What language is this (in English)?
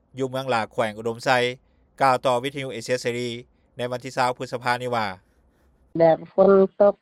Lao